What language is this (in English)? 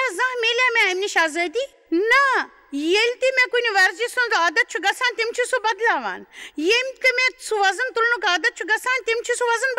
Kashmiri